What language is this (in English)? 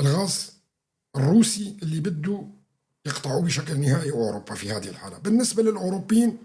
North Levantine Arabic